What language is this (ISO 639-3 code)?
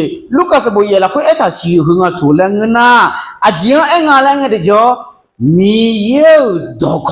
ahk